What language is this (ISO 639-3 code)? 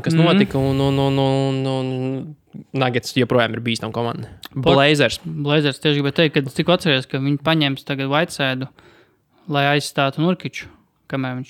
lav